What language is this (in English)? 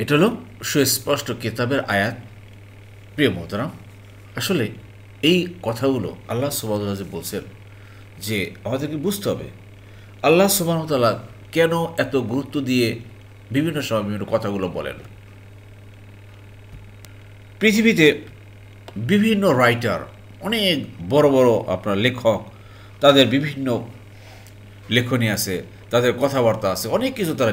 Bangla